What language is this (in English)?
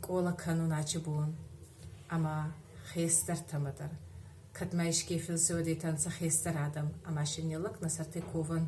Ossetic